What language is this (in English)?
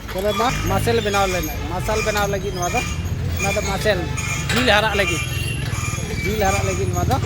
Santali